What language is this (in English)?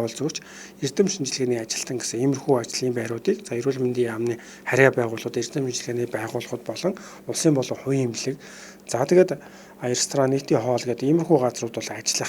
Mongolian